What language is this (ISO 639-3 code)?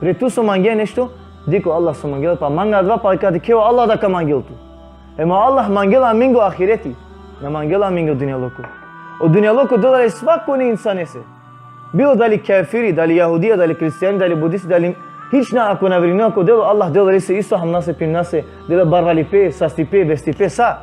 rmn